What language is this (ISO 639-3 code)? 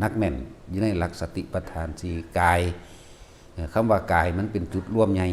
lao